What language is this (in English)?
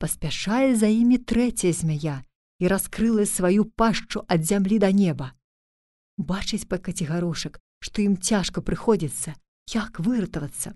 Belarusian